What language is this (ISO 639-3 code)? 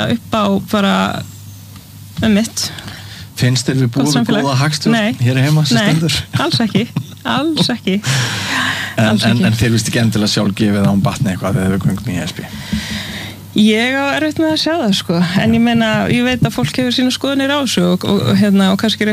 isl